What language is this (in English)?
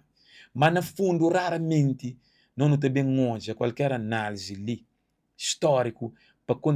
Kabuverdianu